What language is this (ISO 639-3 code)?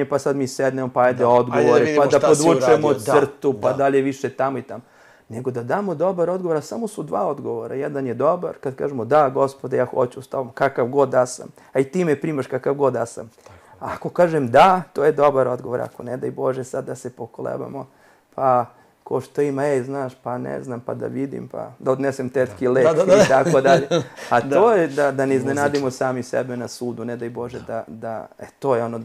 srp